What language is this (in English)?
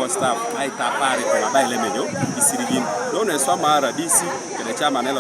Teso